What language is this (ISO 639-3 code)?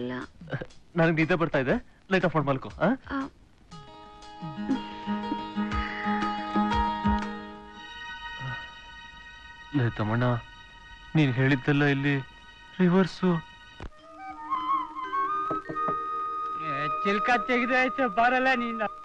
kan